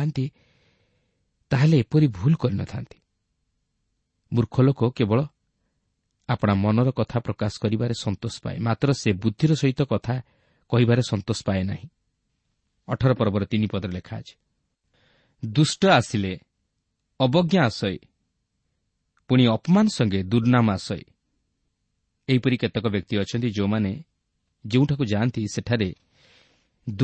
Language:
Odia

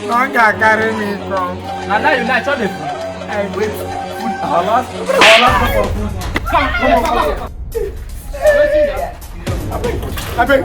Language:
Nigerian Pidgin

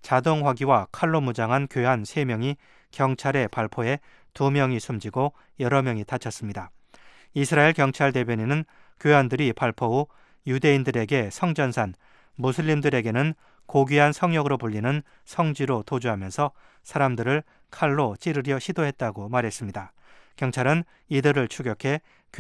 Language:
Korean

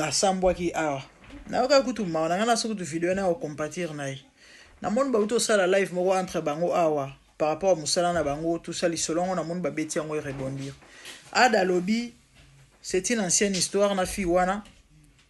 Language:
Lingala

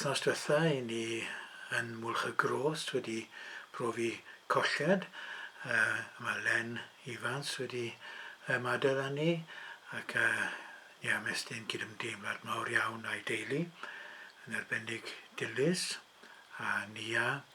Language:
Welsh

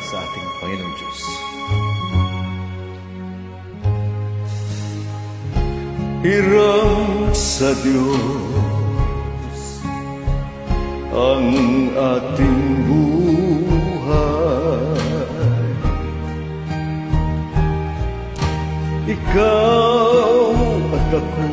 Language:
Filipino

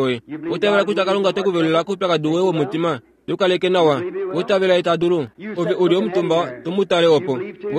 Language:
Kuanyama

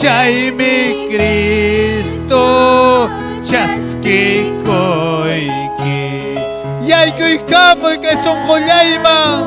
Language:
Ayacucho Quechua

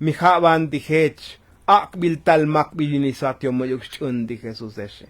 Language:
Tzotzil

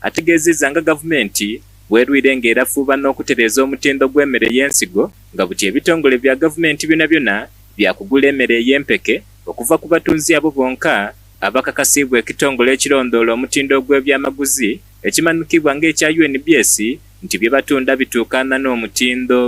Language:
Soga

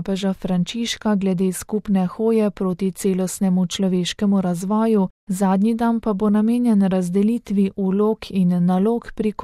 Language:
Slovenian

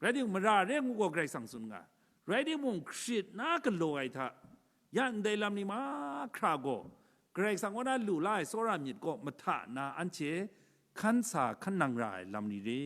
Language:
Kachin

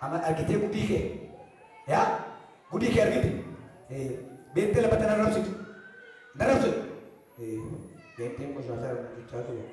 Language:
Oromo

